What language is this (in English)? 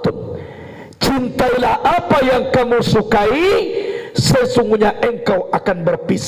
Minangkabau